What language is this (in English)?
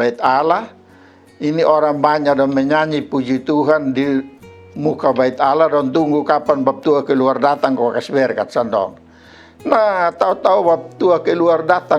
Kupang Malay